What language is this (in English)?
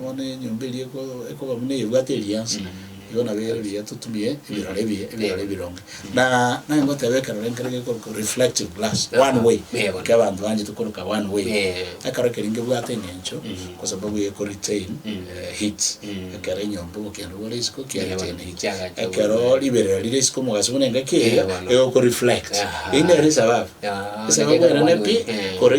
Gusii